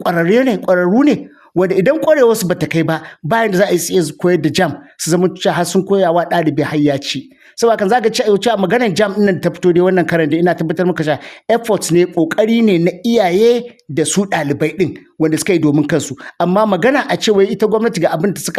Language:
Hausa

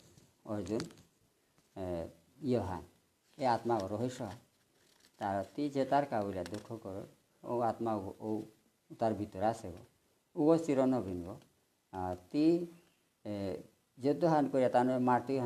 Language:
Bishnupriya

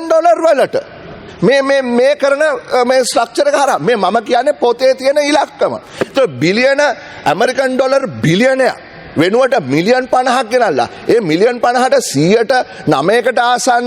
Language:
Sinhala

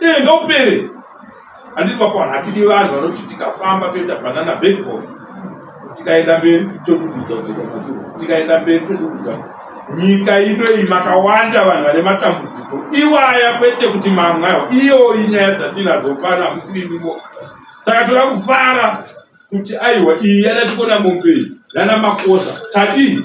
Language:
Shona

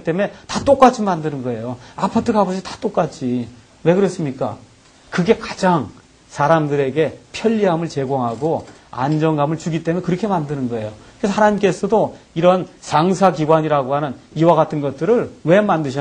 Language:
Korean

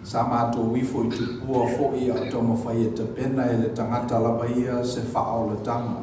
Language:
Samoan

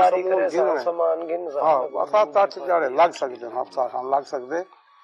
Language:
Saraiki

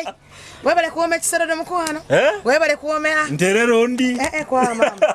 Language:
Nyoro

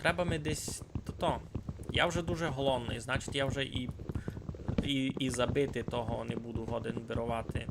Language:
Rusyn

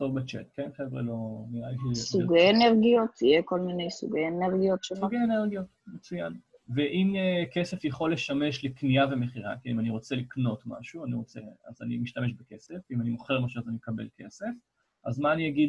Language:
Hebrew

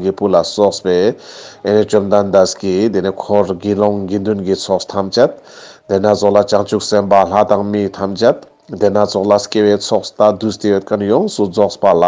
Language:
Ladakhi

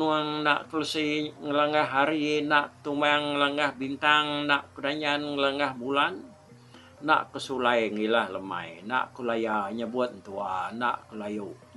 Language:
Iban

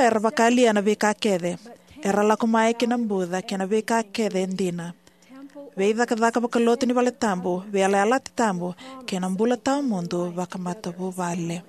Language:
Fijian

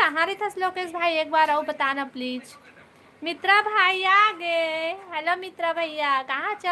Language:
Chhattisgarhi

